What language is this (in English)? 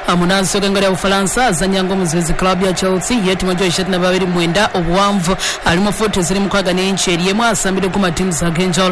Ganda